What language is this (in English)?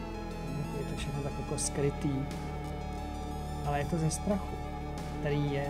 Czech